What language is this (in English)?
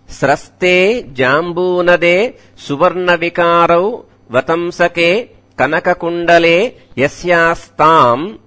Sanskrit